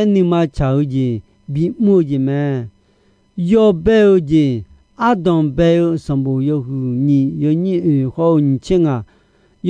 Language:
Akha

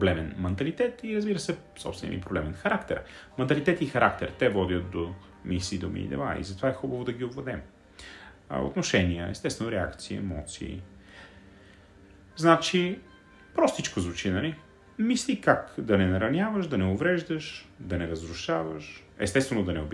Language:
Bulgarian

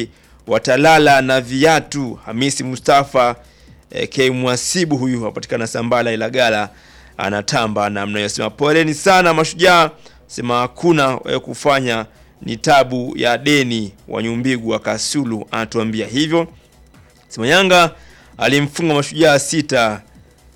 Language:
Swahili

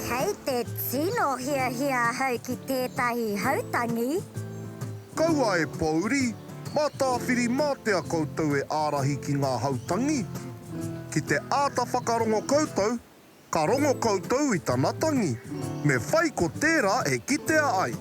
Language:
Māori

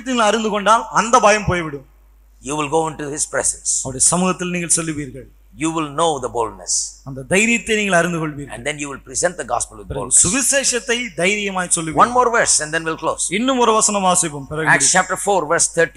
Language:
Tamil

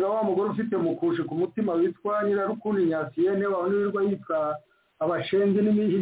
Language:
Kinyarwanda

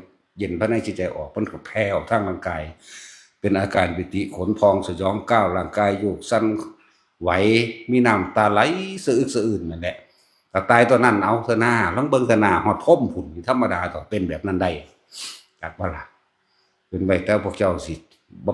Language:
Northeastern Thai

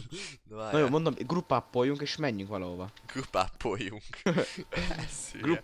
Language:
Hungarian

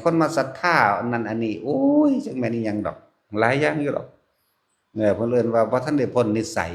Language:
Northeastern Thai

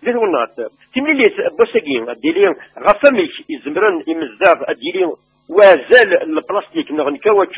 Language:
Kabyle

